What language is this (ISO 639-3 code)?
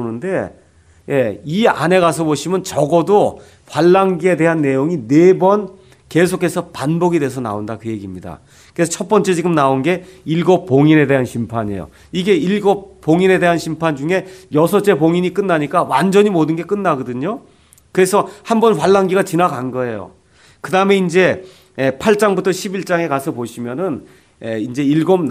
kor